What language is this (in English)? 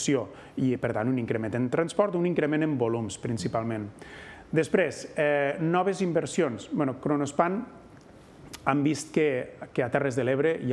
Catalan